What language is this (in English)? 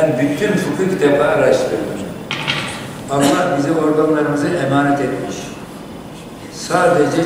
Turkish